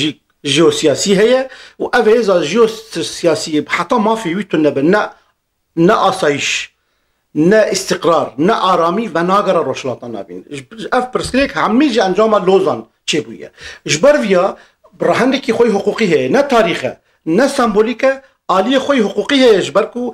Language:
Kurdish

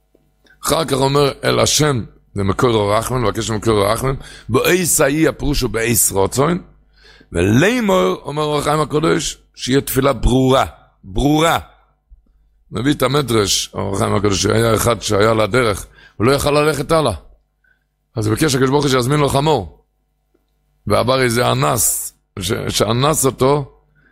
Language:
Hebrew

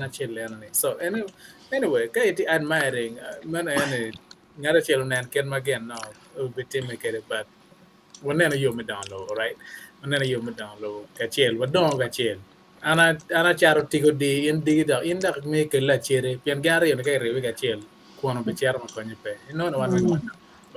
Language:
Acoli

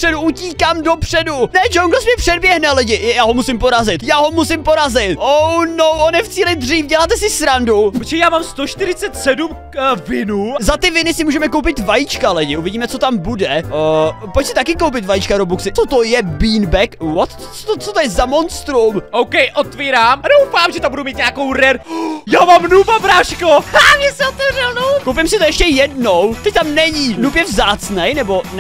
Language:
Czech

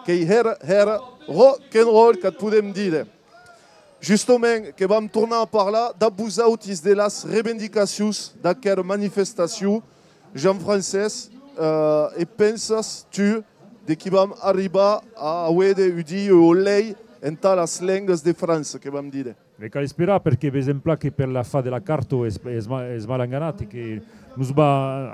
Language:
Occitan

